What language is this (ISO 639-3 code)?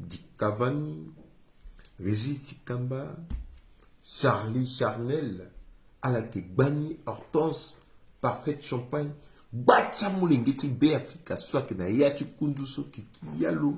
sag